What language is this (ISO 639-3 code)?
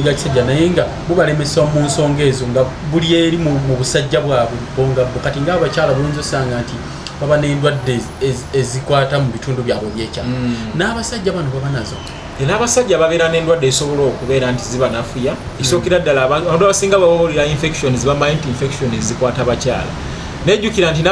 lug